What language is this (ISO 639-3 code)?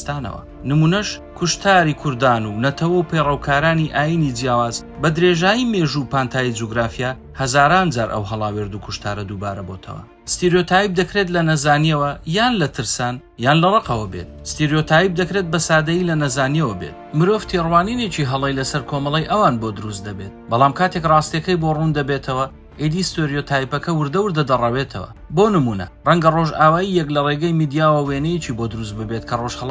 ckb